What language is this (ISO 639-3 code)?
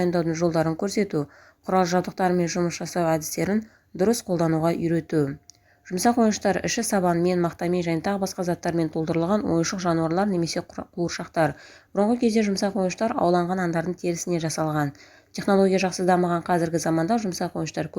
kaz